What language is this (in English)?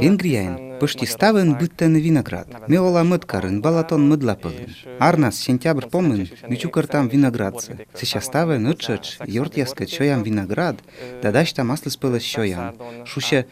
Komi